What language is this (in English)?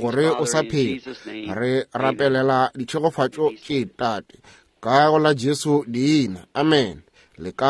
Northern Sotho